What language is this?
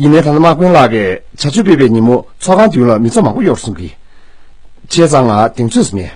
Tibetan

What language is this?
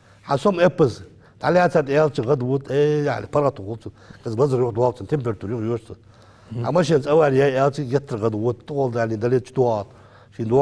Ingush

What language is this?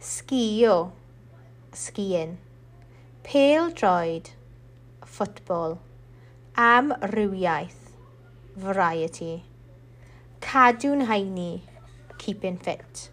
Welsh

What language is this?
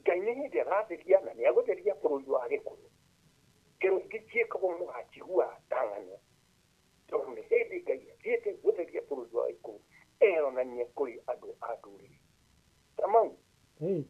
Kikuyu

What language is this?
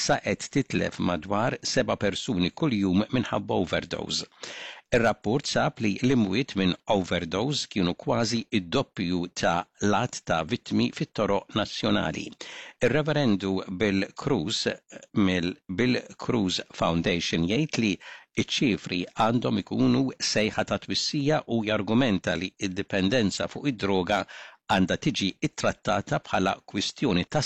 Maltese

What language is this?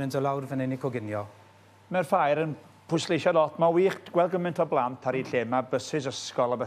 Welsh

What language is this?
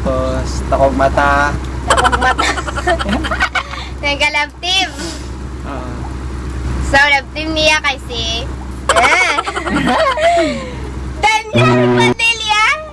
Cebuano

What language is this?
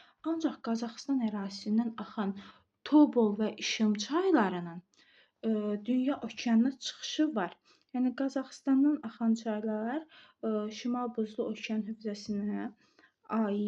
Azerbaijani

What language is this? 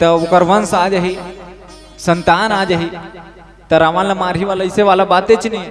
Chhattisgarhi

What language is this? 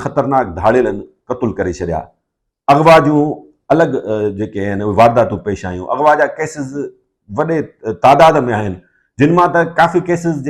Sindhi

